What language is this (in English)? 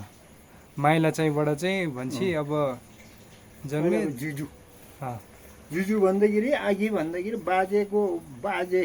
Nepali